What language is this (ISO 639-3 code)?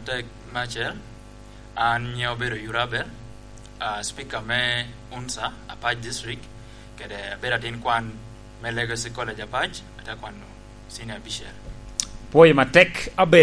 laj